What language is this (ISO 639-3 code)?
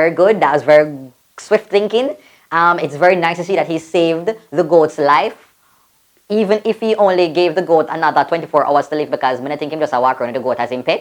jam